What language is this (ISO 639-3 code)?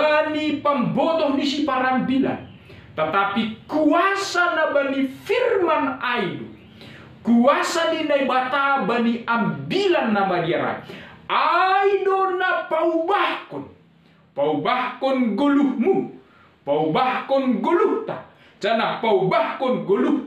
bts